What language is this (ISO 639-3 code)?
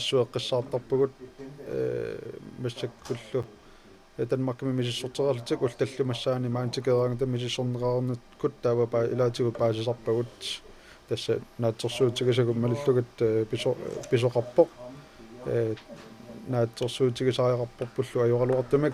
kal